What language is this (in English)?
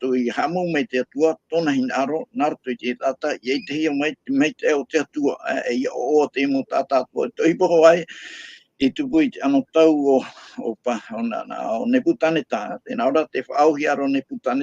Tahitian